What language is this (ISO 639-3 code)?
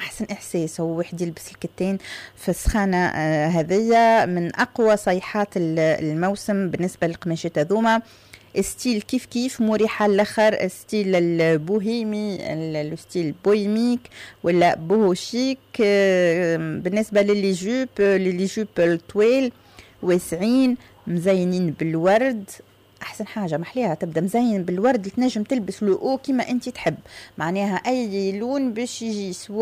aeb